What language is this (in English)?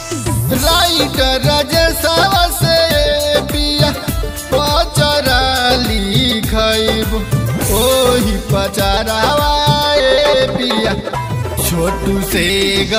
Bhojpuri